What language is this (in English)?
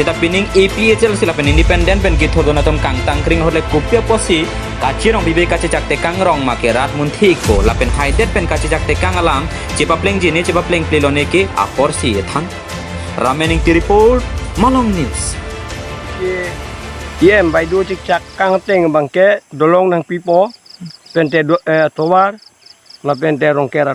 Karbi